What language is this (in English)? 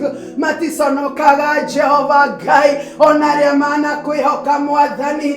Kikuyu